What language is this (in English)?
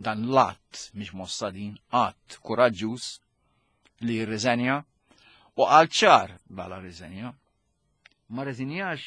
Maltese